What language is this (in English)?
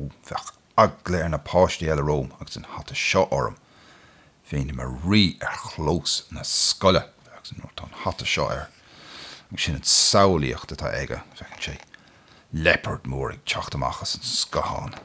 Irish